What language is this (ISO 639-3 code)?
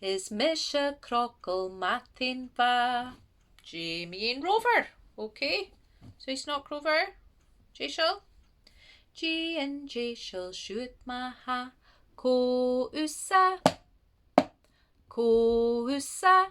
gle